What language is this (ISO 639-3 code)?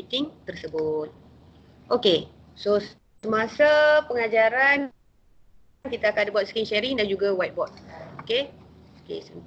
msa